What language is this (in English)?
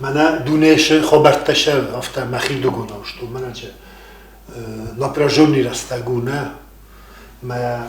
Ossetic